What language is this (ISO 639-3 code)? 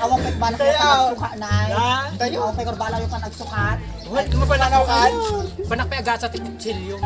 ilo